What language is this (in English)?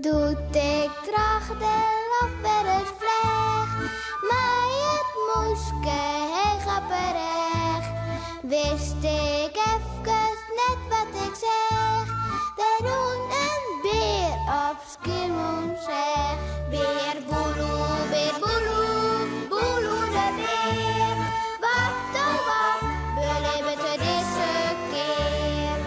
Western Frisian